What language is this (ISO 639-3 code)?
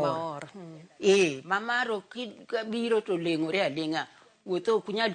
luo